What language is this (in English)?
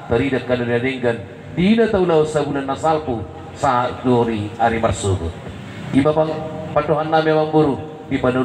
Batak Toba